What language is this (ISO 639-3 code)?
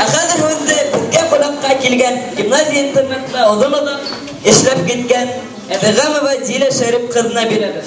bak